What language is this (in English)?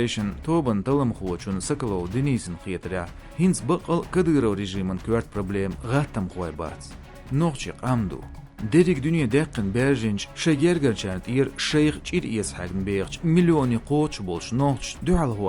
Chechen